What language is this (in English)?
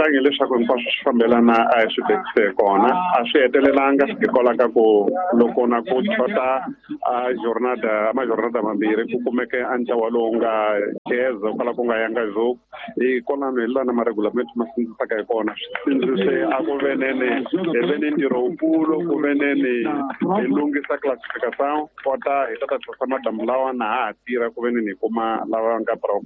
Tsonga